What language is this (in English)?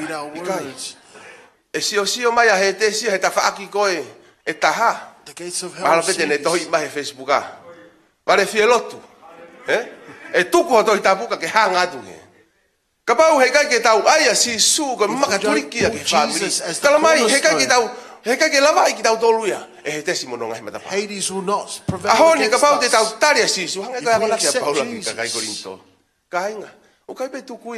Tongan